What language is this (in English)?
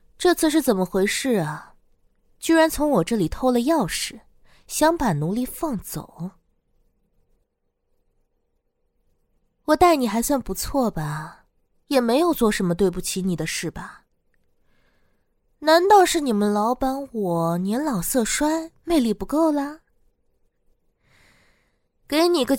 Chinese